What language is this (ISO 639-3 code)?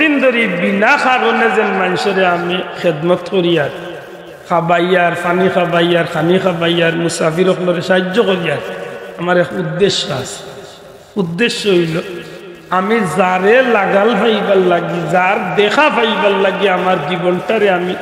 syl